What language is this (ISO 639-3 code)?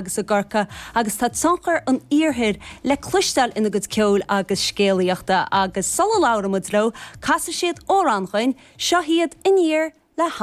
gle